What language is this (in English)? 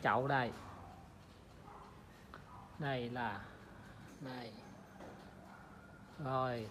Vietnamese